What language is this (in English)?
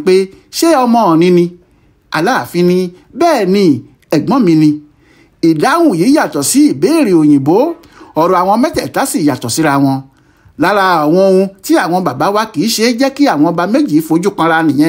Yoruba